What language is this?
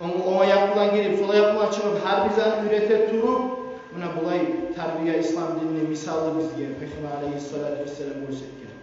Kumyk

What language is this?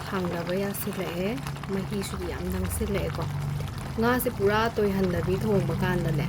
Manipuri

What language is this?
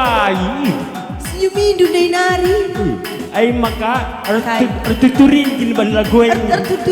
Batak Karo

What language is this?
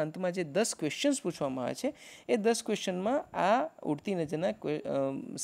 Gujarati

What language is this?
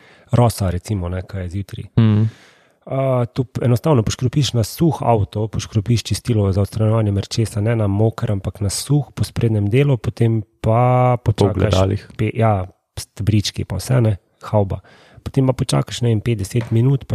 Slovenian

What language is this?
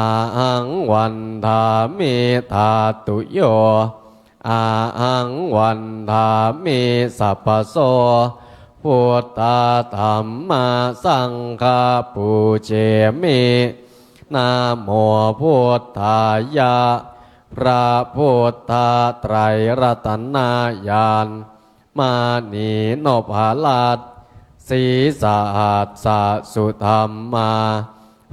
Pali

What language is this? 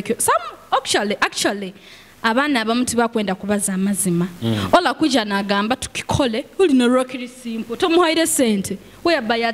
Nyoro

